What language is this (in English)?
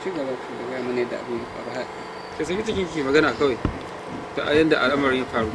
Hausa